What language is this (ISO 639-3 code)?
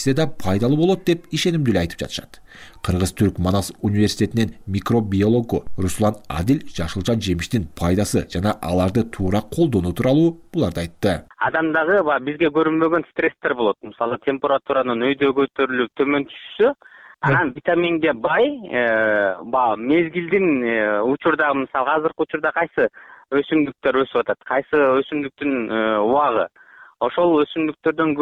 kir